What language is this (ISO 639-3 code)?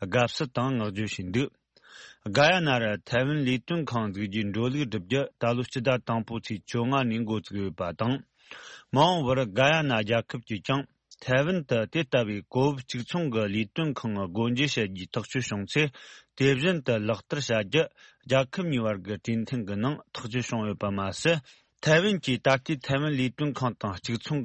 bod